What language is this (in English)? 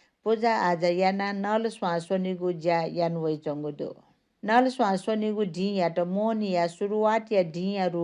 Newari